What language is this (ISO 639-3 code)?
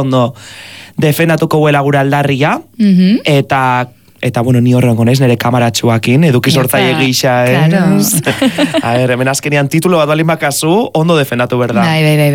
eus